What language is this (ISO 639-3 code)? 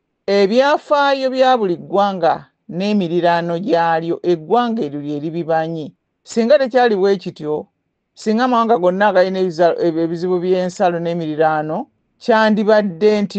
lug